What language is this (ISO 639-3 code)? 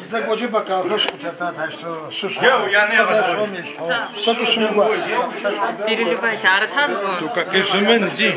ady